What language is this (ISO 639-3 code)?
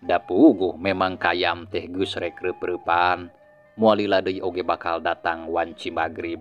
sun